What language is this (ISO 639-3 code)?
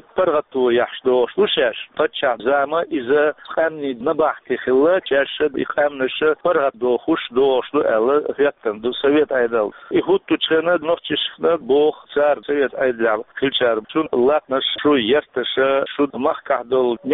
che